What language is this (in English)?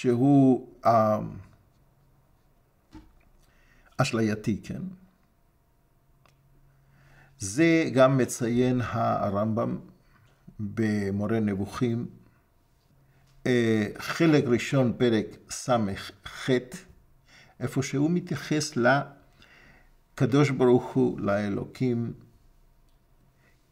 Hebrew